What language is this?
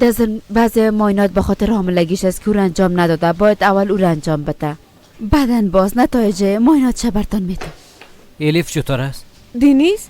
Persian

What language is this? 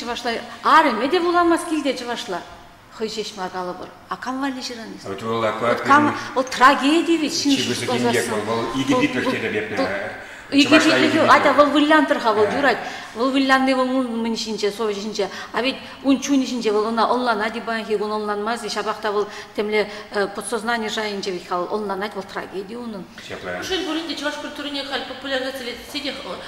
Chuvash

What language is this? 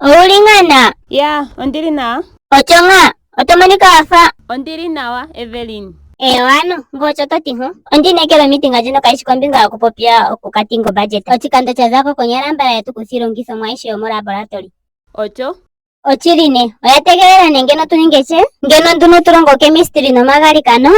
Ndonga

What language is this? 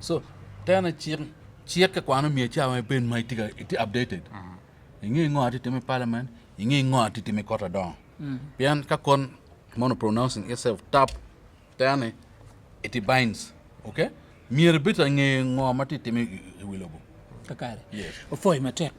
Acoli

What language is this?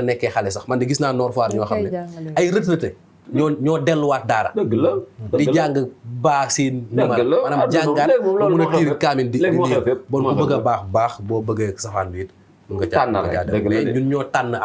Wolof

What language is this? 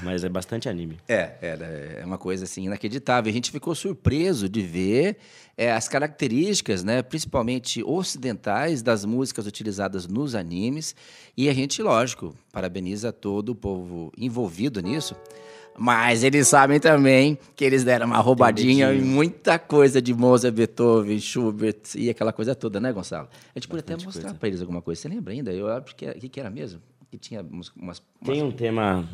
Portuguese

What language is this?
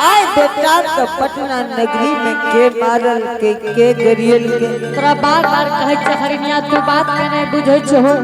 Angika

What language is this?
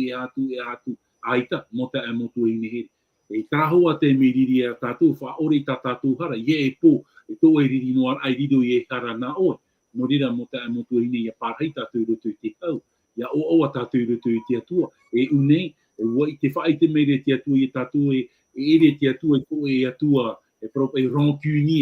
Tahitian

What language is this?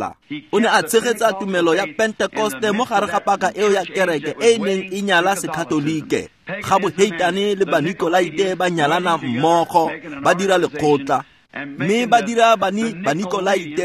Tswana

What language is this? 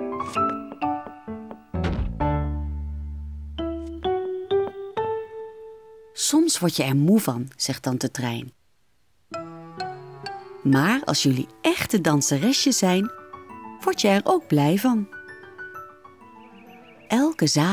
Dutch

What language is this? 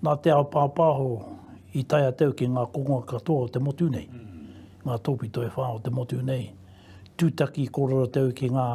Māori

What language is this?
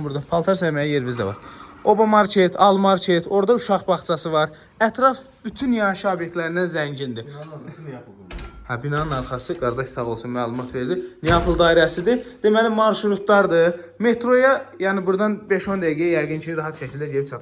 Azerbaijani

